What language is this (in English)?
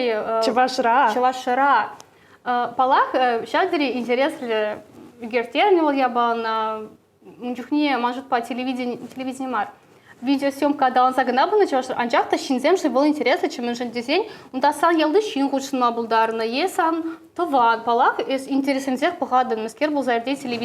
Chuvash